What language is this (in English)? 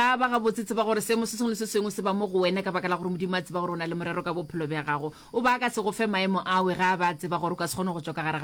Northern Sotho